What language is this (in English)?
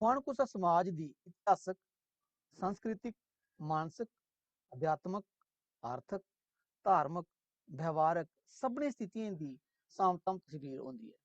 Dogri